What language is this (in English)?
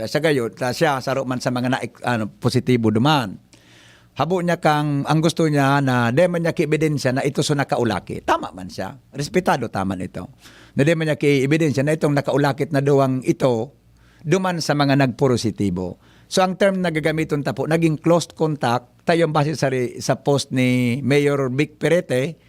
Bikol